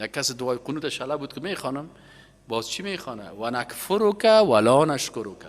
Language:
Persian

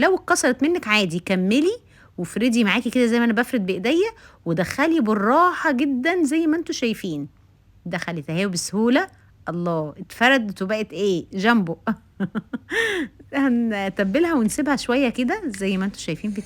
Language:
Egyptian Arabic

